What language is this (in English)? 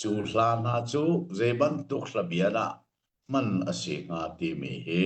Hakha Chin